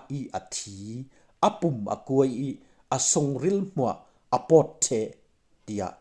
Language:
Falam Chin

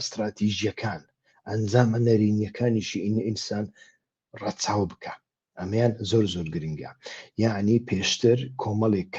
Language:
Central Kurdish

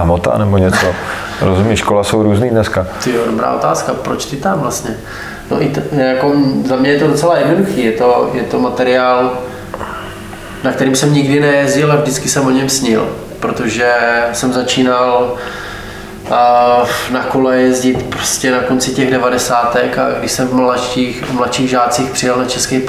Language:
Czech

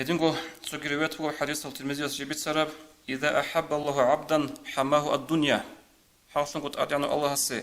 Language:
Avaric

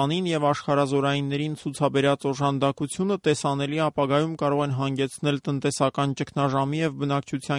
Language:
Armenian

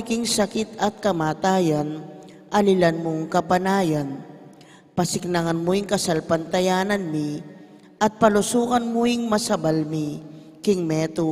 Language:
Pampanga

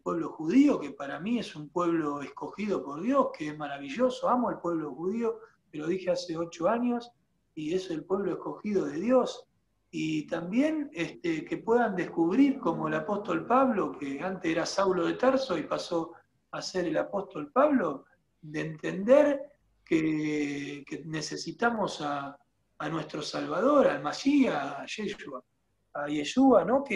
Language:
Spanish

